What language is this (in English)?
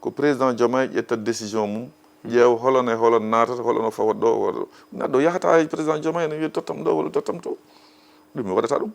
Fula